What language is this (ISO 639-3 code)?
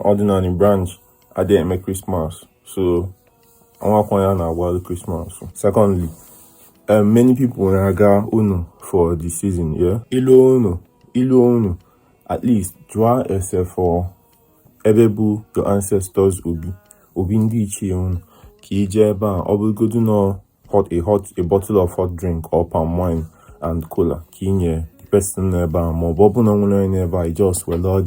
ibo